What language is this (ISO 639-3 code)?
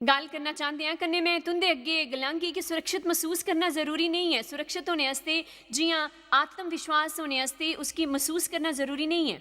doi